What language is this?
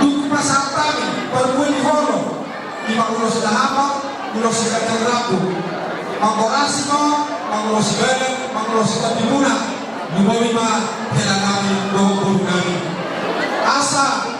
Batak Toba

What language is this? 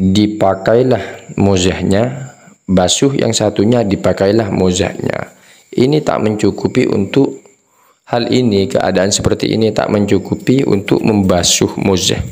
Madurese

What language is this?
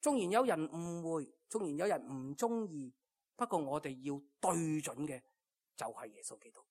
Cantonese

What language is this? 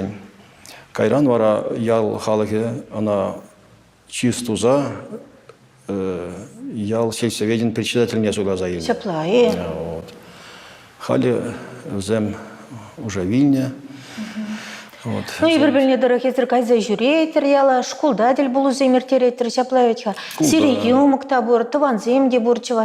Chuvash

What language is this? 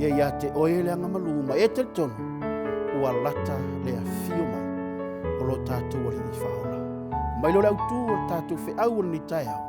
Samoan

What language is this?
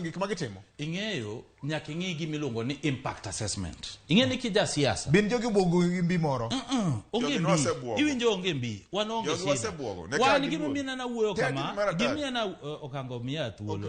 Luo (Kenya and Tanzania)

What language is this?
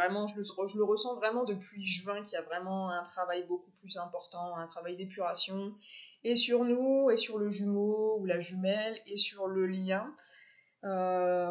French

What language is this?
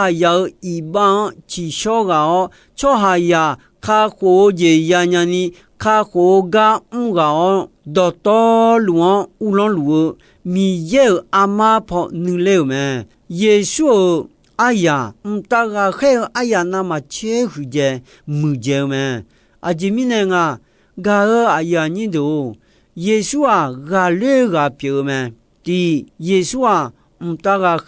Akha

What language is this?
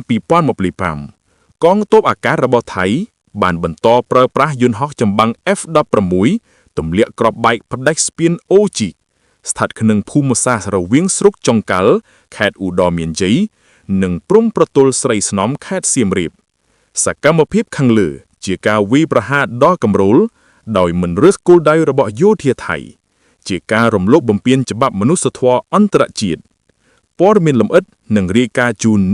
Khmer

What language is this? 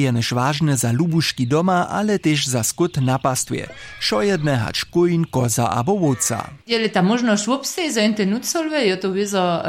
Upper Sorbian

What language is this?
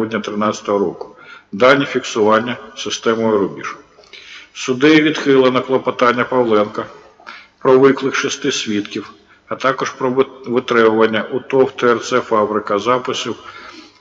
Ukrainian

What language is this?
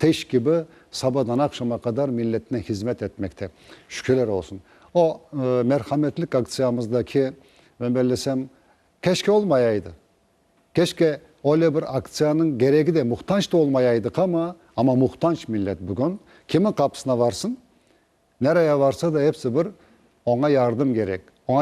Crimean Tatar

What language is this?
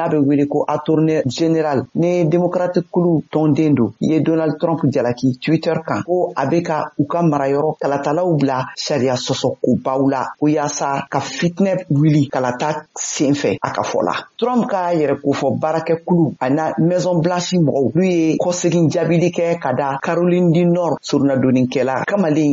Bambara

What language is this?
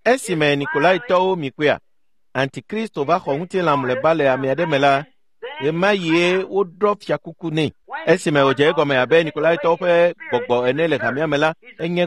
Ewe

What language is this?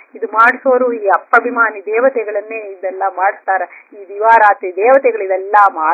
Kannada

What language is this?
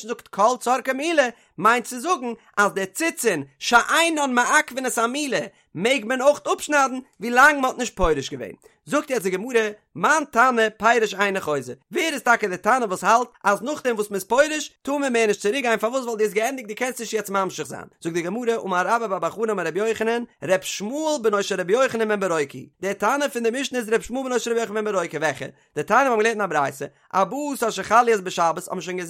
Yiddish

